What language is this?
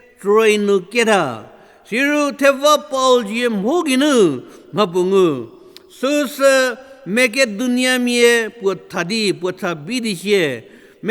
Angami Naga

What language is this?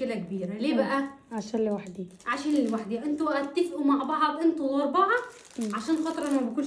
Egyptian Arabic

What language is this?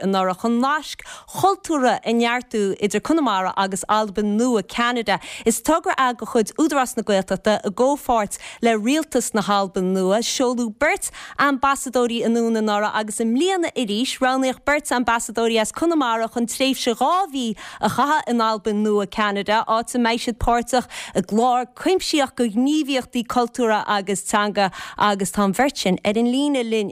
Irish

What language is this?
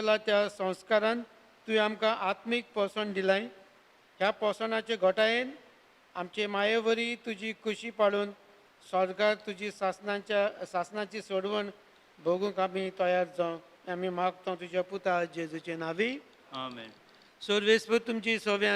Konkani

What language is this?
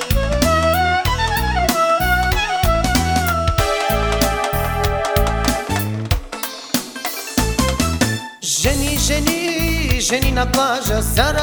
Bulgarian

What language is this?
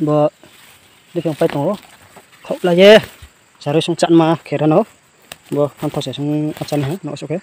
Riang (India)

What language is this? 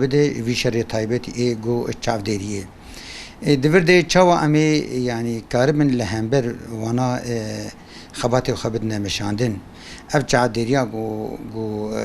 Kurdish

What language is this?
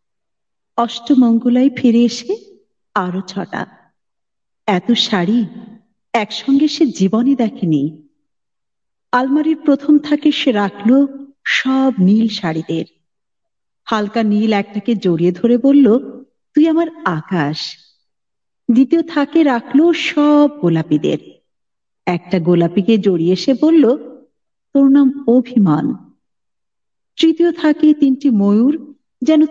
Bangla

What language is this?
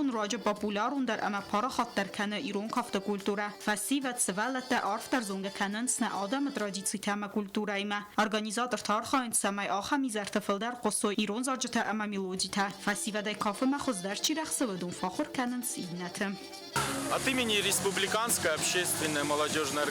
Ossetic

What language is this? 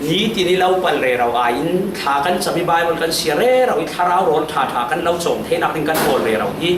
Falam Chin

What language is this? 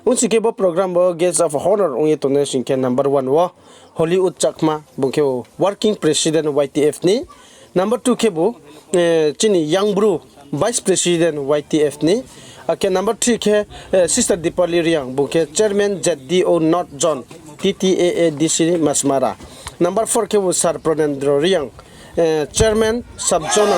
Riang (India)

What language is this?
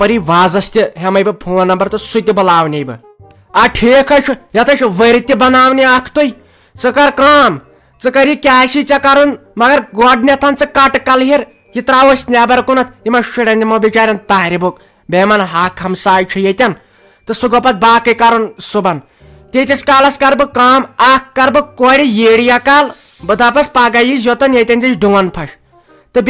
Kashmiri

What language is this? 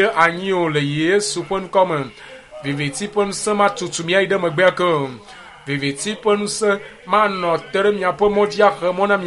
Ewe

